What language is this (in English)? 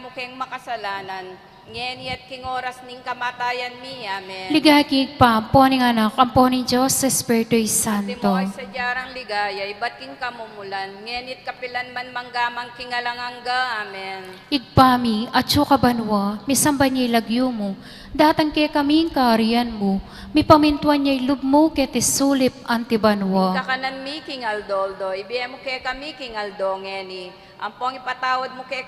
Pampanga